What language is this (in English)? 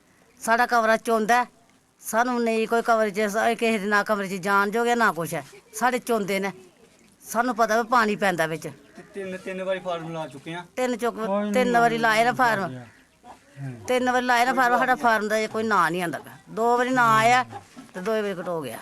Dogri